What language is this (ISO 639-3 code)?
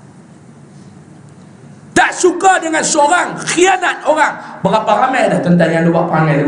msa